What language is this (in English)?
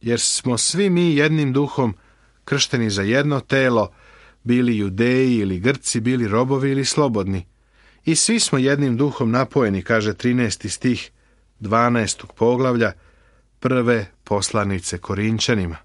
Serbian